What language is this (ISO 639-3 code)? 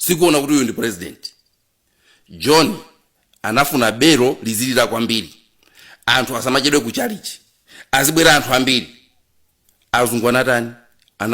nya